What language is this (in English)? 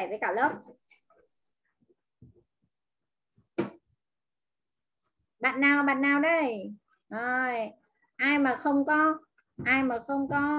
Vietnamese